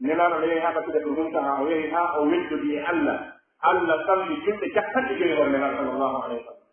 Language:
Pular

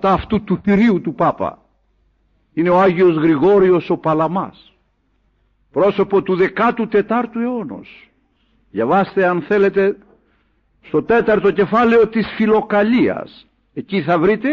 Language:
Greek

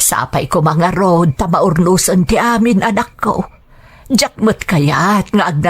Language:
Iloko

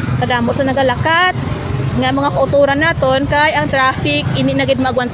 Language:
Hiligaynon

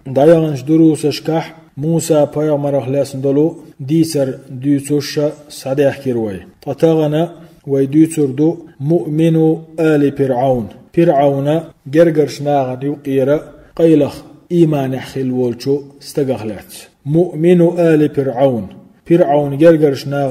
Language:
Chechen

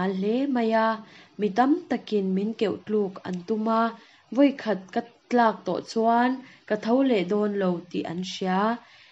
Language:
Mizo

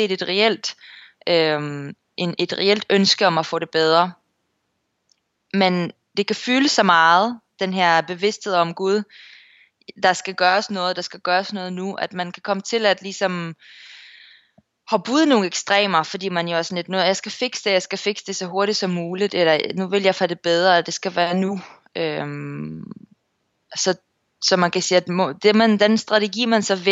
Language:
Danish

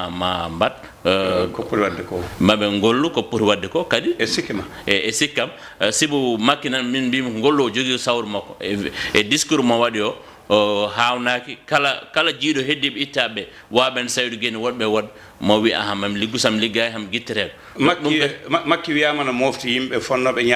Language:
Fula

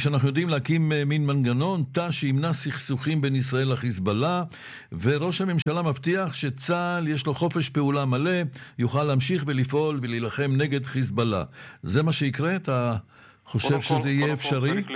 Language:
Hebrew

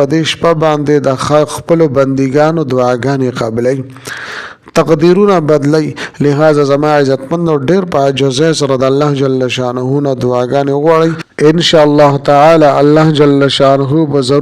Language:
Pashto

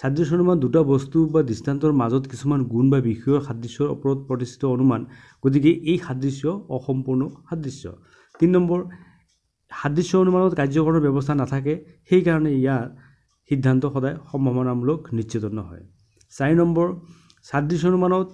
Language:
Assamese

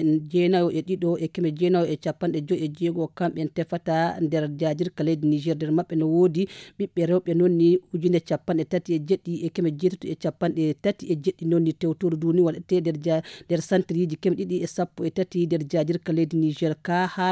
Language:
Nigerian Fulfulde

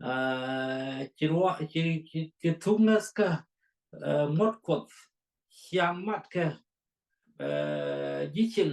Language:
Nuer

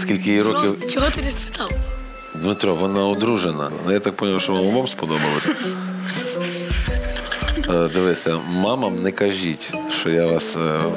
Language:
Ukrainian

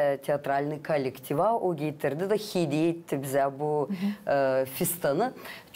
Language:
Gagauz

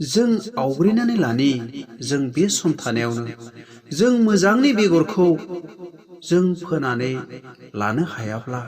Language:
Bodo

